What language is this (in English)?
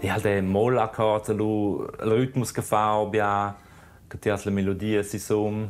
Romansh